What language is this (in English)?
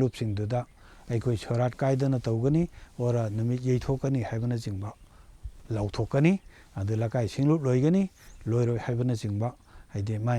Manipuri